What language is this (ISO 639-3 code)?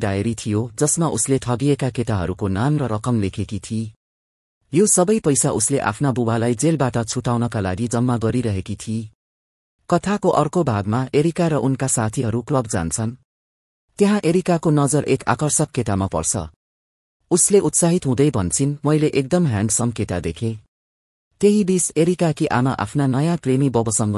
nep